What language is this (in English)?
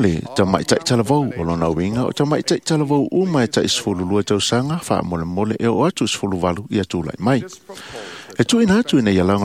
Samoan